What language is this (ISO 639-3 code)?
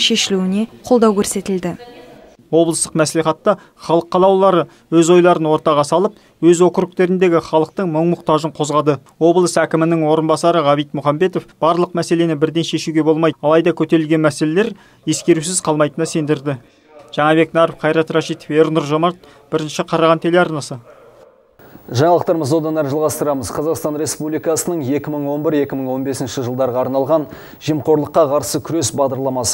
kaz